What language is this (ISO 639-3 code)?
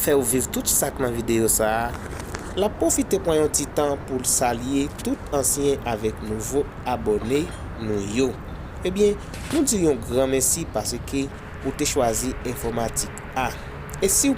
hat